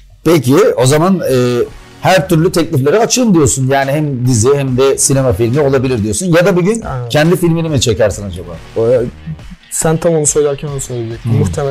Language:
Turkish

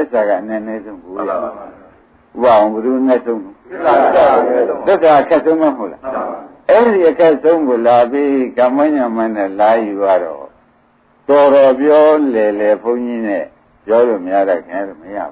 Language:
Burmese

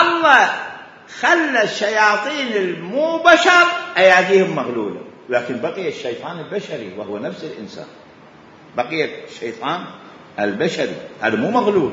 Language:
Mesopotamian Arabic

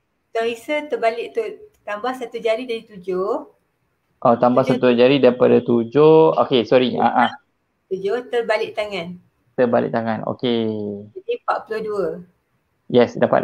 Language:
Malay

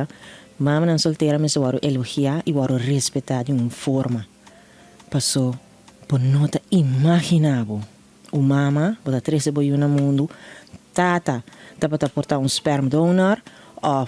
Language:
Papiamento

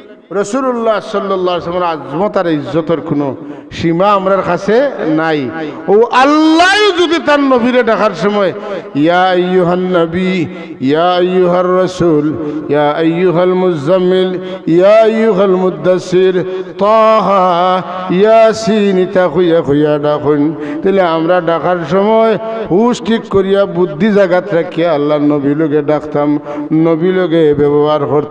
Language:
Sylheti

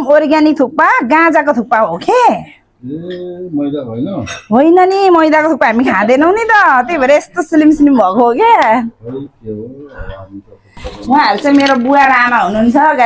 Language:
Nepali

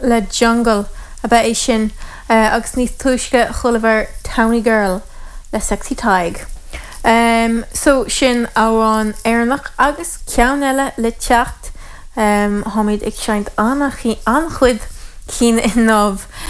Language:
Irish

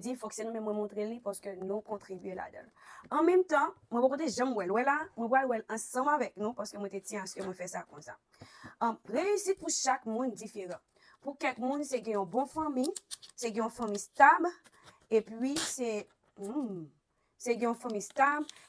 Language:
Haitian Creole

